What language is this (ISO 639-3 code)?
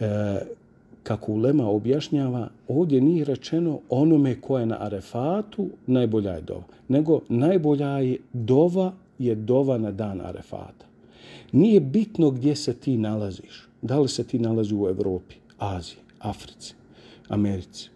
bos